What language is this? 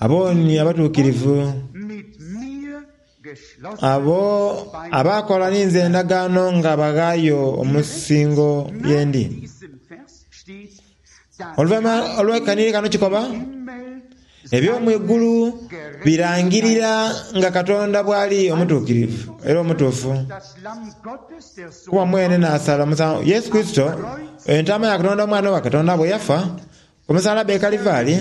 Soga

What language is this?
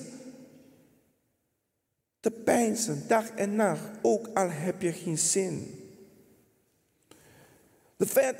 Dutch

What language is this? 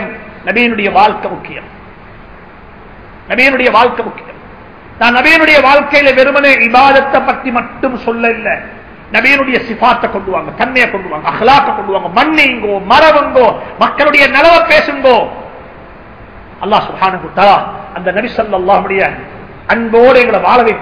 Tamil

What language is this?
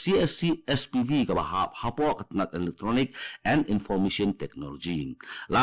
Khasi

